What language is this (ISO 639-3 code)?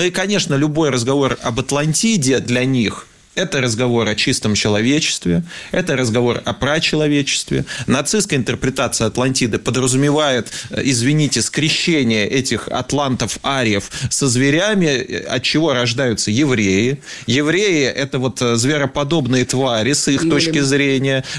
rus